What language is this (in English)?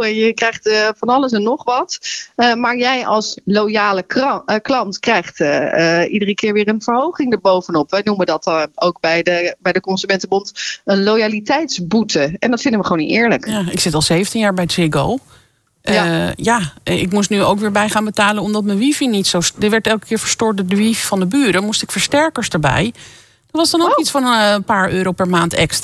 Dutch